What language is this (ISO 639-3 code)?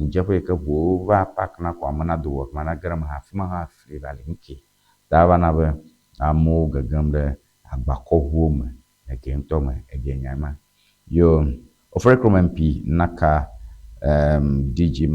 ewe